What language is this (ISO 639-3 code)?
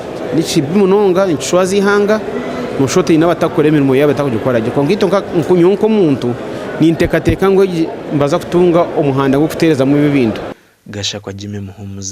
nyn